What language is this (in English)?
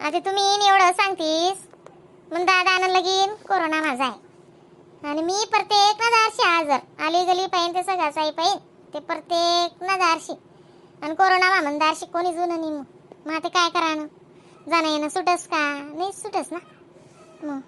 Khandesi